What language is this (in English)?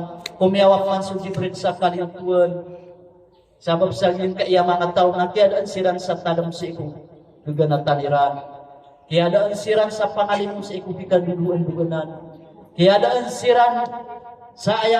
Maranao